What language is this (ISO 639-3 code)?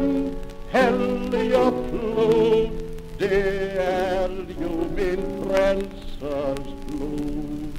swe